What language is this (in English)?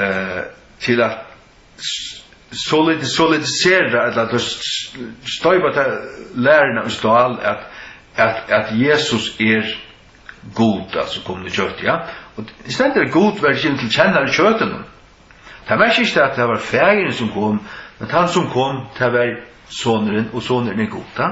Faroese